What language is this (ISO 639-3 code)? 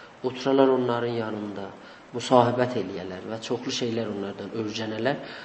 azb